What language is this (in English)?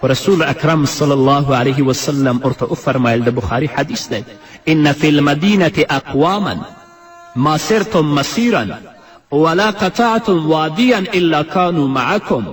Pashto